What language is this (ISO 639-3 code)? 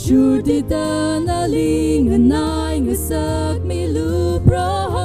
nmf